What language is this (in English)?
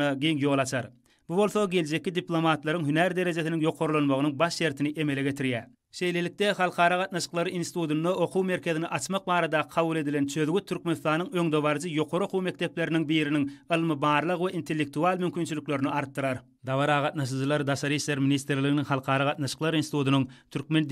Turkmen